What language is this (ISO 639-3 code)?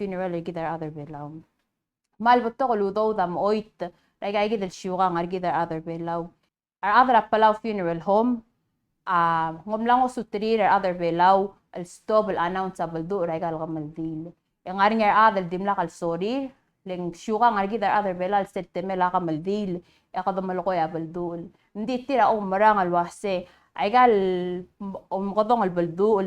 pau